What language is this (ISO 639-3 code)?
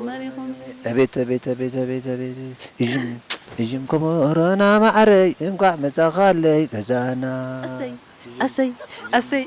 tir